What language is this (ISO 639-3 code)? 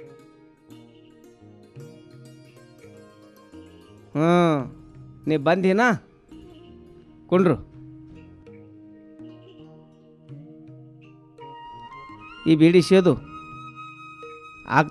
kan